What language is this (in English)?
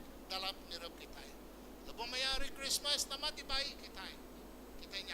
Iban